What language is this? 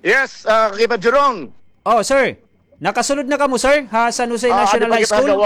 Waray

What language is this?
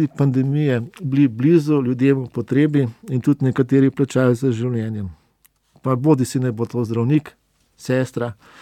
Slovenian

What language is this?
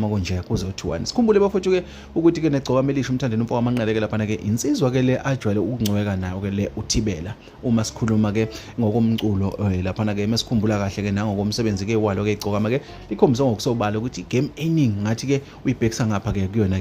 Zulu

